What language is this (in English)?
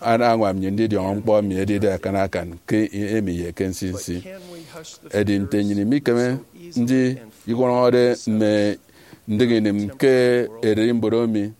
Efik